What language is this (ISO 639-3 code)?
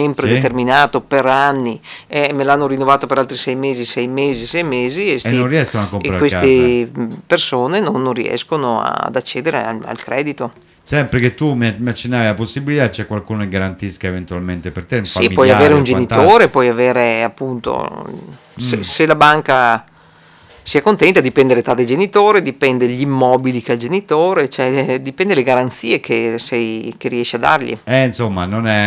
ita